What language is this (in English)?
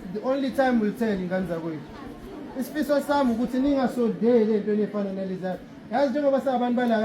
Zulu